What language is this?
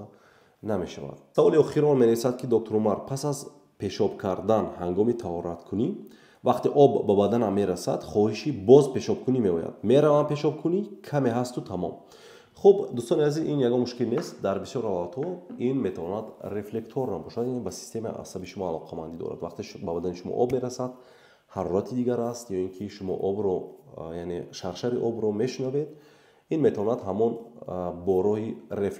Tajik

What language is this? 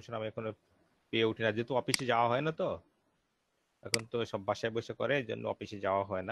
Bangla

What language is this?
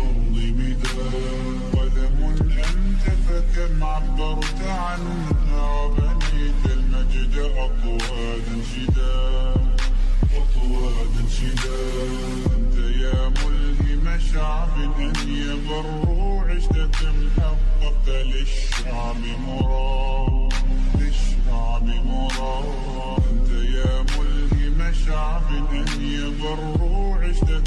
Arabic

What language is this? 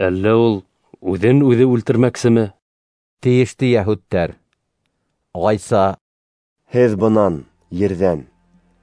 Bashkir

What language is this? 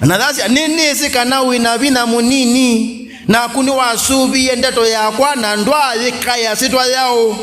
Kamba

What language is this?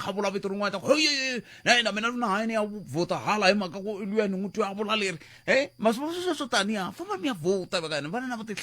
Tsonga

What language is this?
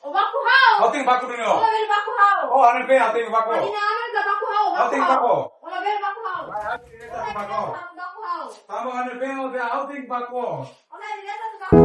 Tetum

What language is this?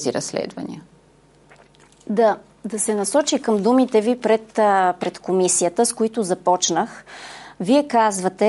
Bulgarian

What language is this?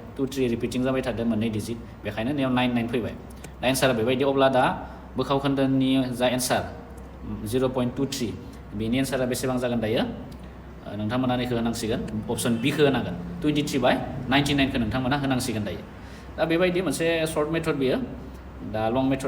Bodo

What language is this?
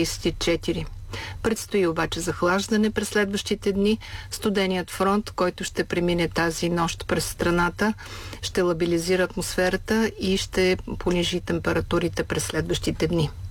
Bulgarian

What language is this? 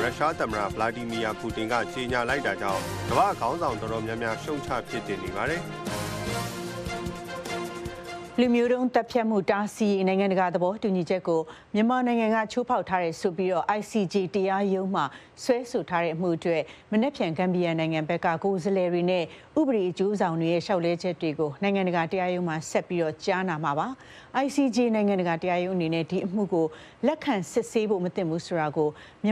Burmese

